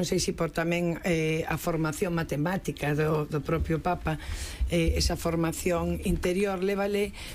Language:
Galician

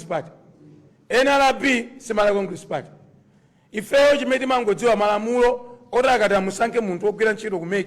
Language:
Nyanja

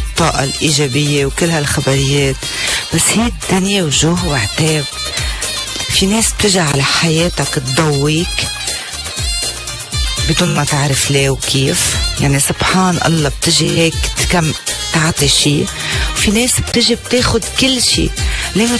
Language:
North Levantine Arabic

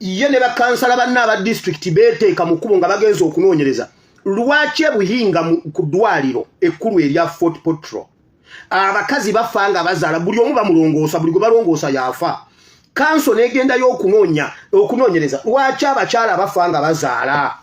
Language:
Ganda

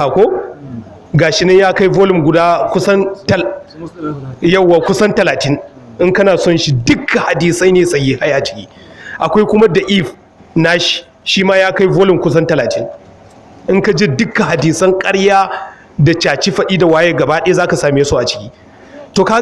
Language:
Hausa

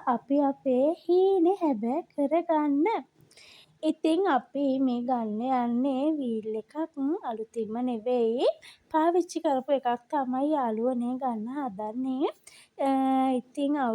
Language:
Sinhala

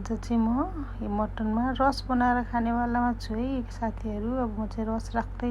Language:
Nepali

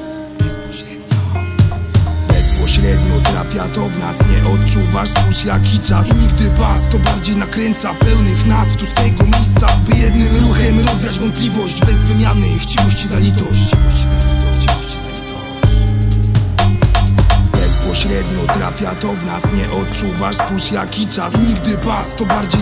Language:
Polish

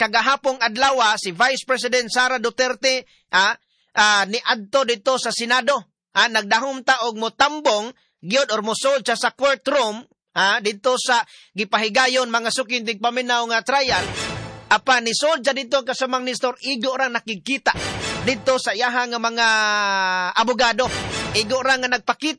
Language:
Cebuano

